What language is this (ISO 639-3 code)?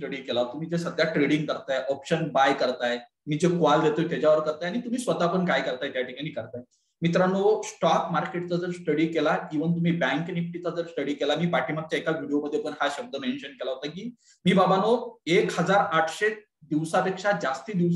mar